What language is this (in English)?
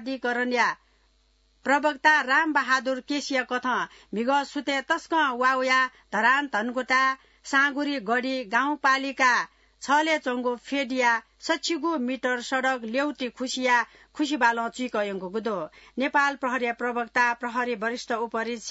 Newari